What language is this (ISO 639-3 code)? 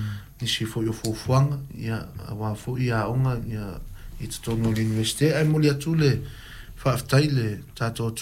smo